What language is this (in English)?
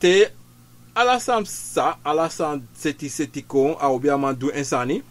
Sranan Tongo